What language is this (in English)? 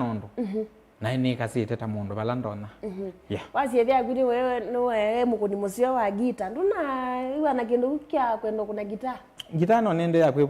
Kamba